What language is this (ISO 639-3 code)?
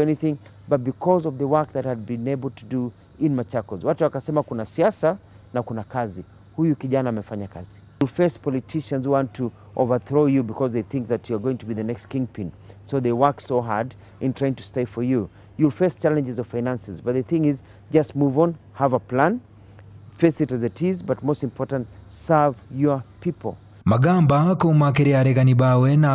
mer